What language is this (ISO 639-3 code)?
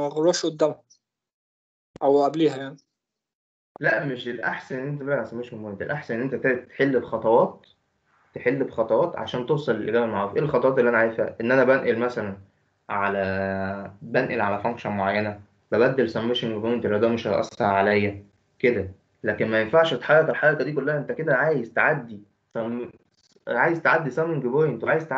arz